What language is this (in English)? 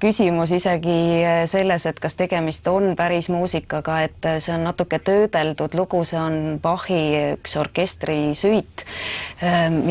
Estonian